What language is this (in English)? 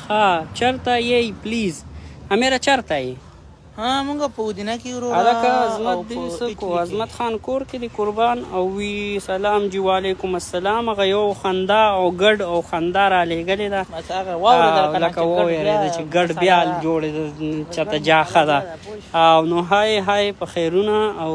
Pashto